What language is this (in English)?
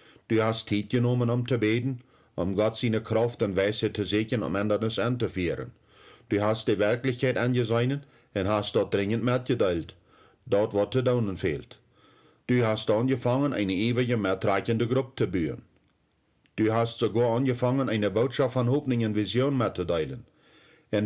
Plautdietsch